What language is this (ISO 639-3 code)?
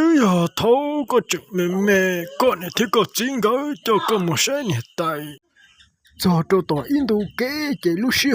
hmn